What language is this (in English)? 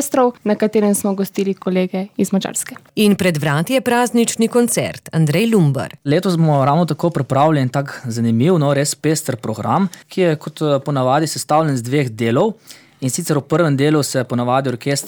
Slovenian